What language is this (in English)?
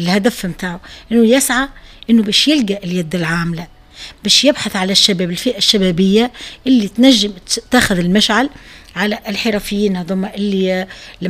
Tunisian Arabic